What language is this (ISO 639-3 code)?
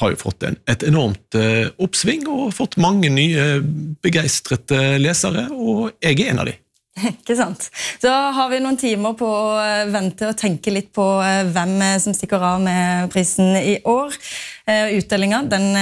nor